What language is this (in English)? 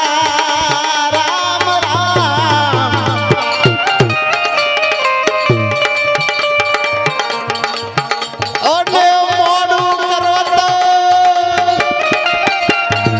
Gujarati